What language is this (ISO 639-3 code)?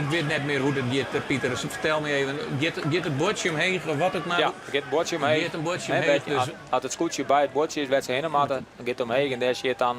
fry